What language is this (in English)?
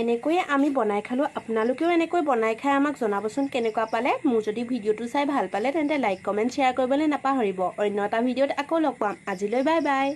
Assamese